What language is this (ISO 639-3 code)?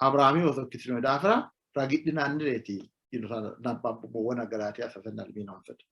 sid